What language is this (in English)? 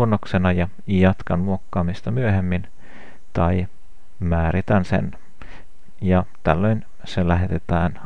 Finnish